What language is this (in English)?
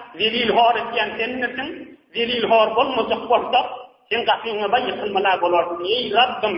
Turkmen